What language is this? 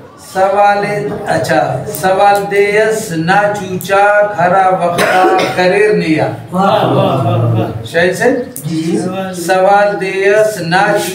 Brahui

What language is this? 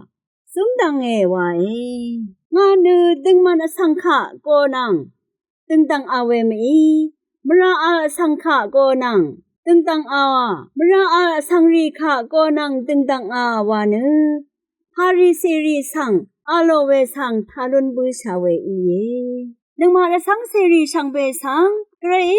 Rawang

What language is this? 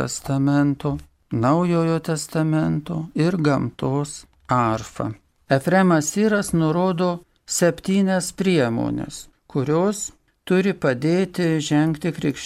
Lithuanian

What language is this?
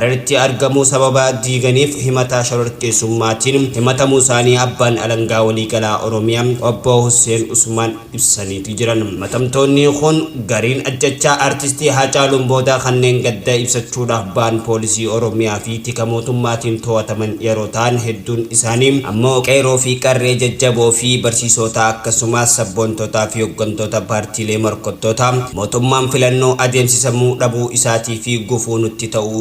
Oromo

